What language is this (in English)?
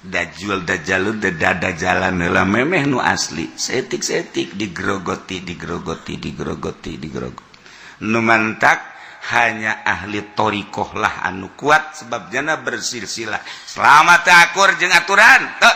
Sundanese